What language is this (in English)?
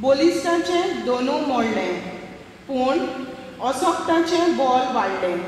Konkani